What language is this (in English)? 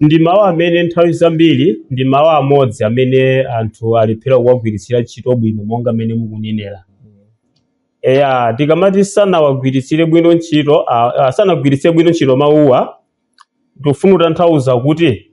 Nyanja